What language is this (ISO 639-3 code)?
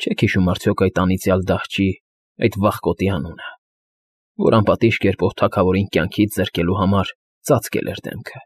hye